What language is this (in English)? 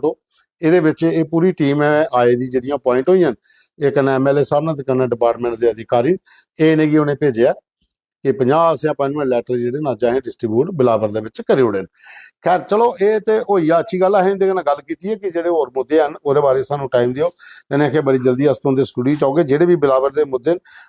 Dogri